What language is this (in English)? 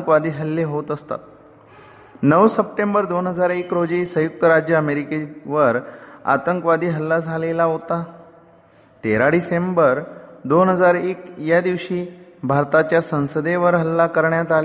Marathi